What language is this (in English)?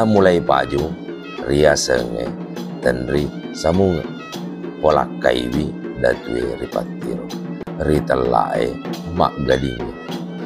Buginese